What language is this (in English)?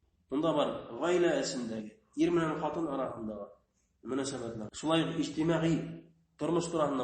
Bashkir